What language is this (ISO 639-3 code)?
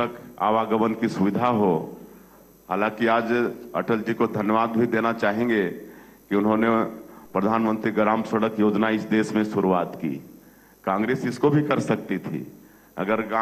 hin